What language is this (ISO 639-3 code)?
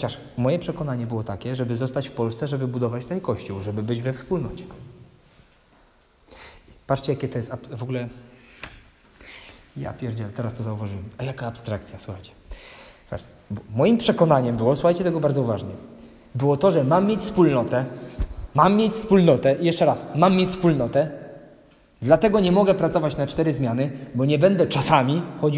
pol